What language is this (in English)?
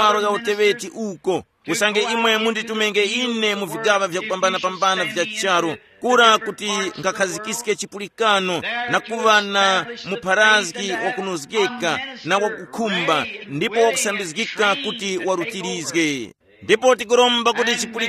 Tumbuka